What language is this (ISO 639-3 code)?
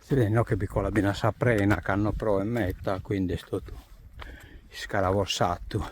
srd